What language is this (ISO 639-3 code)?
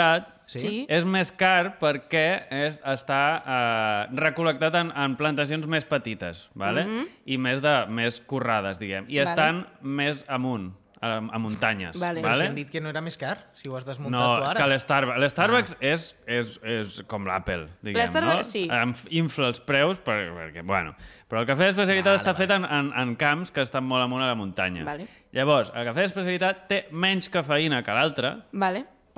cat